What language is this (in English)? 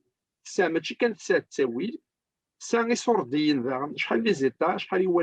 Kabyle